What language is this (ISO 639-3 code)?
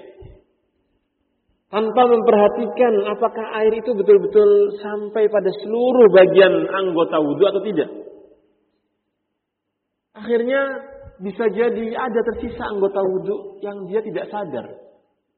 ind